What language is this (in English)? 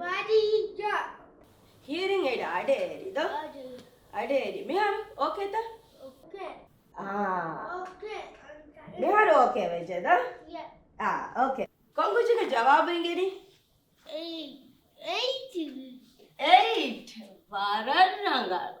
Divehi